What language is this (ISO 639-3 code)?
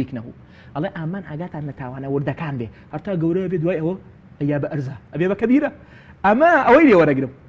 ckb